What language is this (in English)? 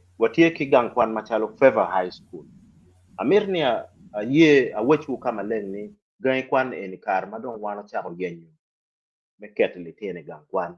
Acoli